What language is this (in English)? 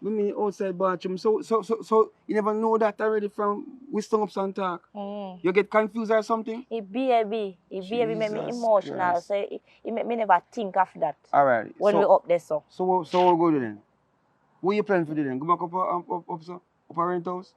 Jamaican Creole English